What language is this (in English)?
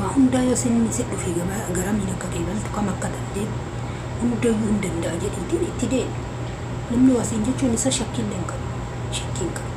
Oromo